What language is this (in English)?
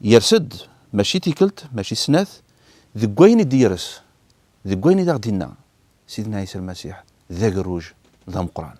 Kabyle